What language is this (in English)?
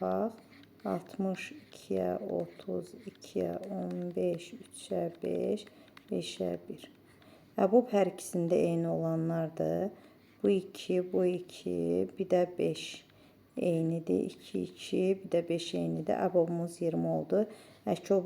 Azerbaijani